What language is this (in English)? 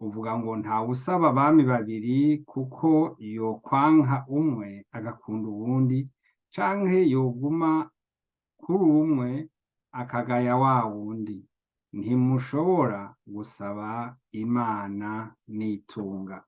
Rundi